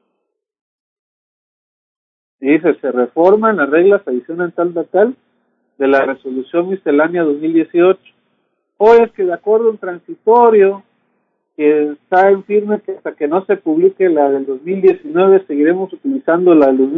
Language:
Spanish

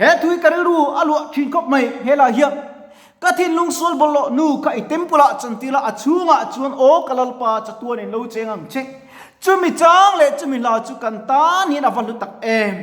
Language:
Mizo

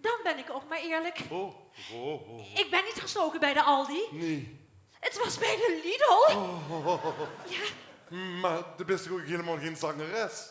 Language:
Limburgish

